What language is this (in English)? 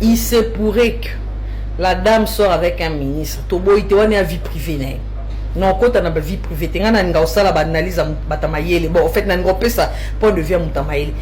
Lingala